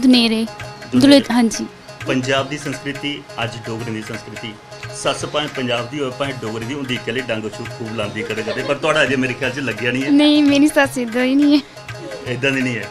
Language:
Dogri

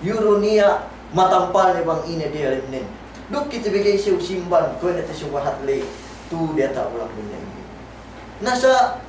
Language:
Yakan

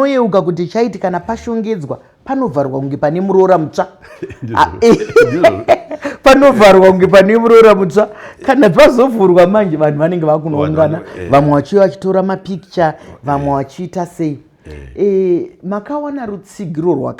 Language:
Shona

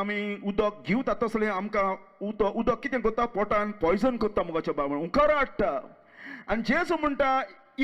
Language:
Konkani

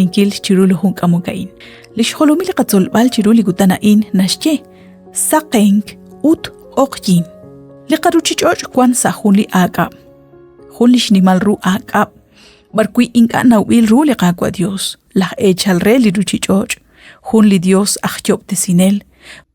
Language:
Kekchí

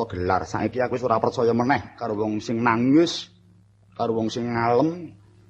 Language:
Javanese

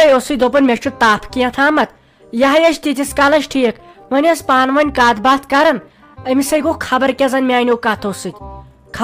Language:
Kashmiri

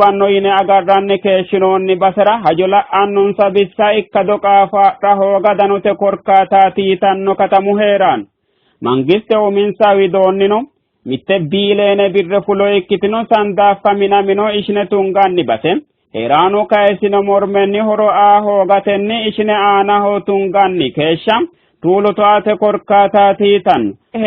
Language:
Sidamo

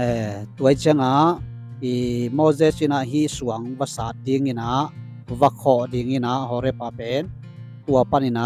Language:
Tedim Chin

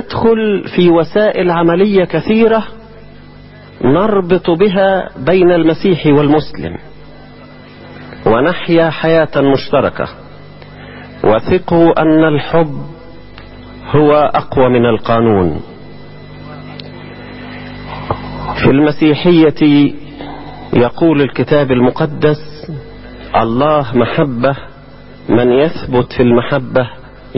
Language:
Egyptian Arabic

